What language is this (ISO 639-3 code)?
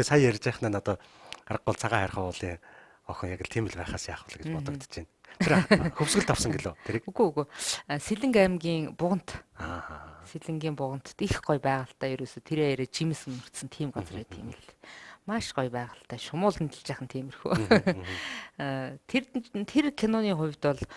mon